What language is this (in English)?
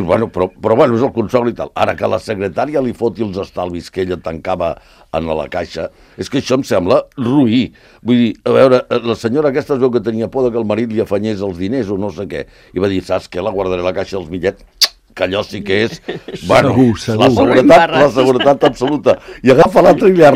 Catalan